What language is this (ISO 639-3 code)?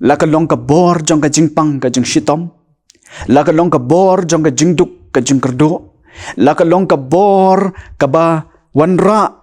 kha